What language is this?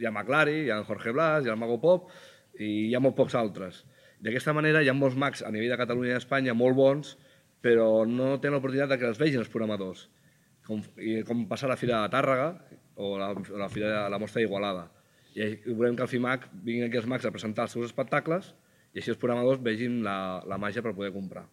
Catalan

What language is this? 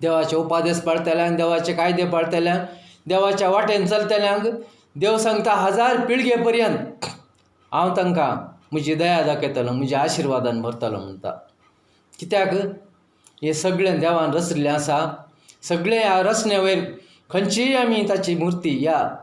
Konkani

